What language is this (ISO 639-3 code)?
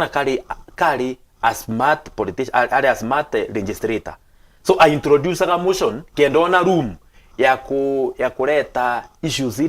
mer